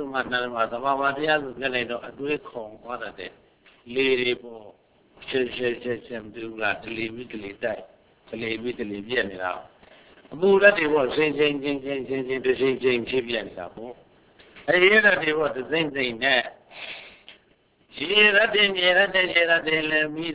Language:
Burmese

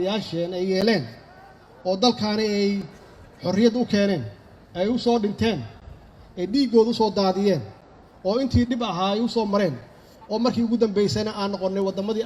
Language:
Somali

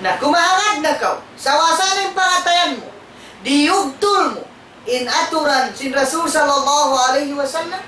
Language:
Tausug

